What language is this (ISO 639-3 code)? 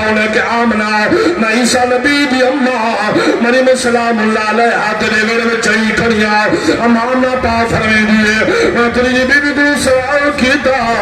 skr